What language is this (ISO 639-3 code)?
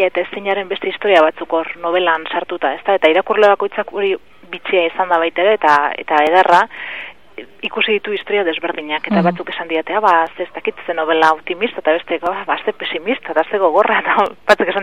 eus